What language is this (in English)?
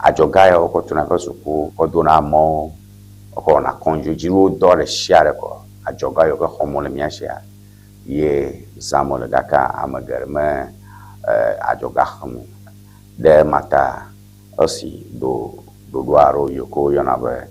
Ewe